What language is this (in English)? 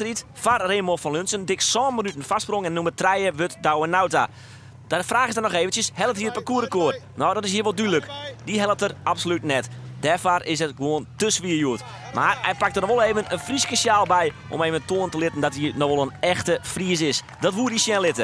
Western Frisian